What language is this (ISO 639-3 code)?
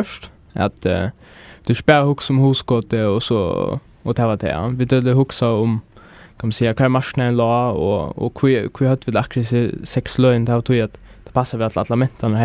fao